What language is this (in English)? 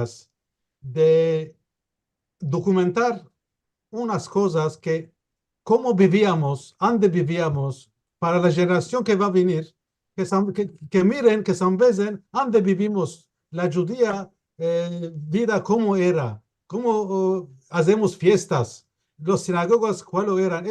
Ladino